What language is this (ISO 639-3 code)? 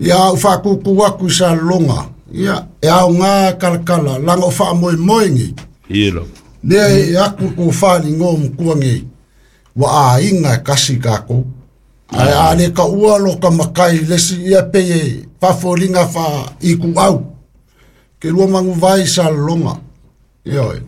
smo